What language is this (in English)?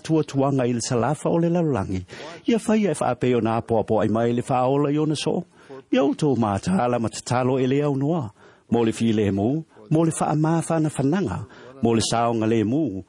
Samoan